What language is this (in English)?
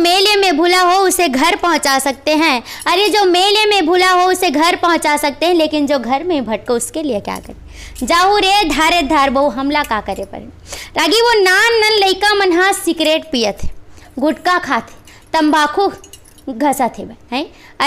Chhattisgarhi